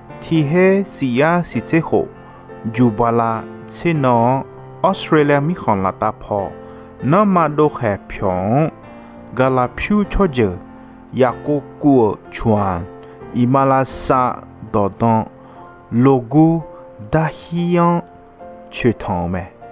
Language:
Akha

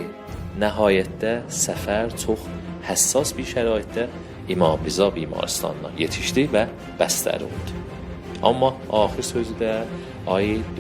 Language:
South Azerbaijani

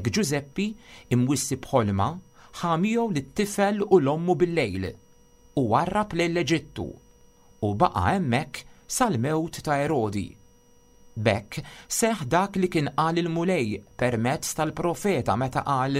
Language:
Maltese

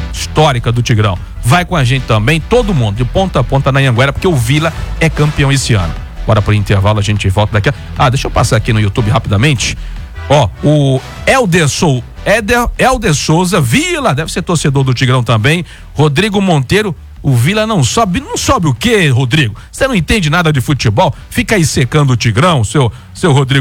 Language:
Portuguese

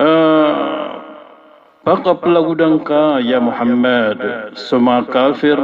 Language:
Maranao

